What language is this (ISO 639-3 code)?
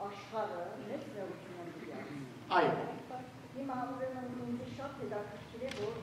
hyw